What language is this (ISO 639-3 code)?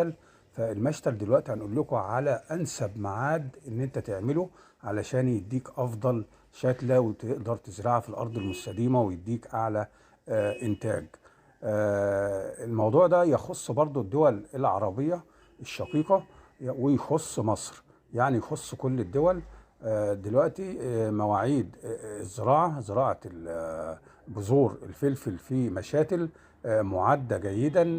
arz